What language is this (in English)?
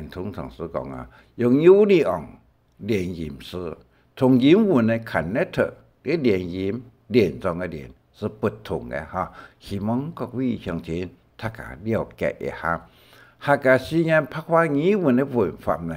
Hakka Chinese